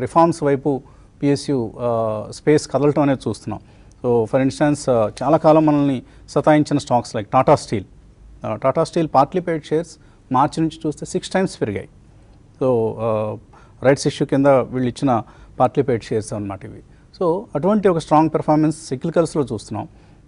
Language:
Telugu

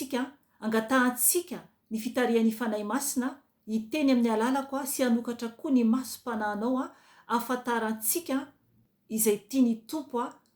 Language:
Malagasy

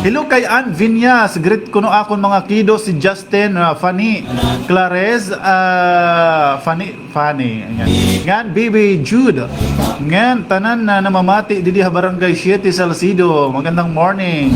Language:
Waray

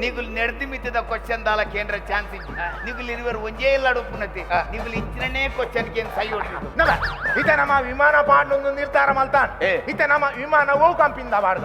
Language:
Tulu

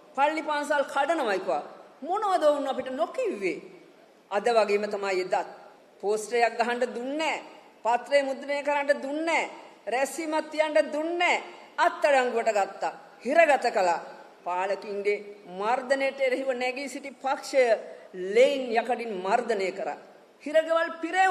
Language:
Sinhala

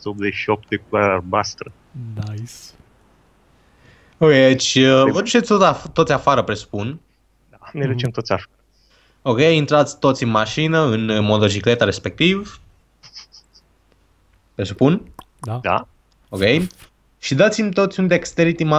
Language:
Romanian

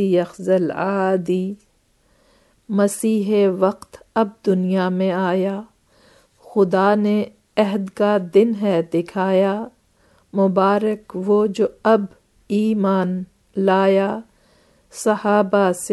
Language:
Urdu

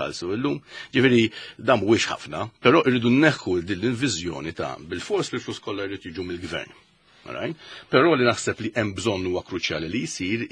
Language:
Maltese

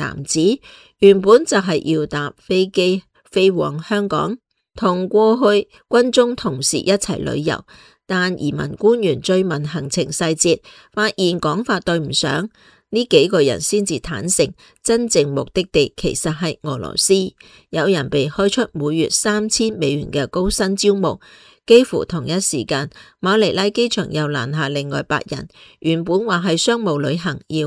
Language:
Cantonese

